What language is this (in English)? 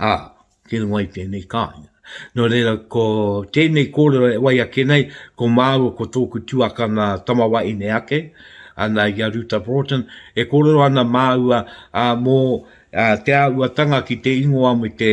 Māori